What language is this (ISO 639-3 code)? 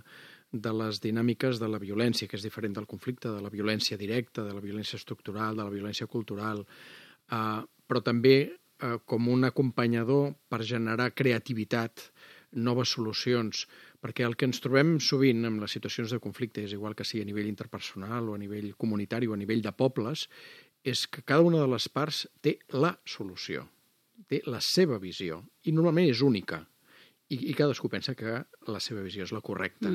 cat